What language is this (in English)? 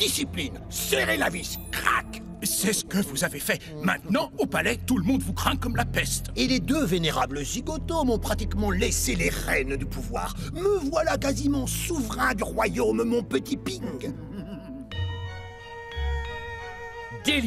French